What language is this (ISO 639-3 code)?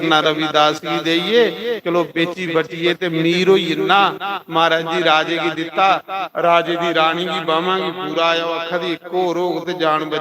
doi